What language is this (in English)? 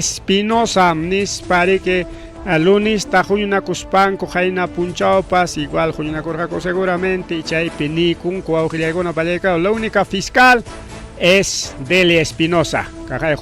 Ayacucho Quechua